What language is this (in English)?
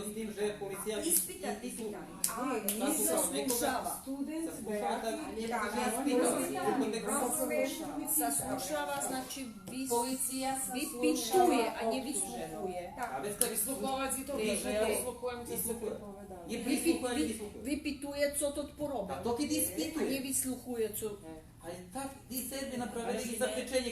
Rusyn